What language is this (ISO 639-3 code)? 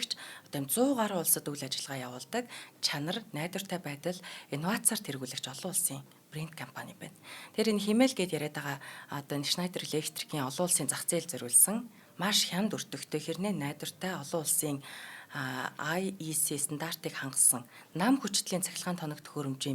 mon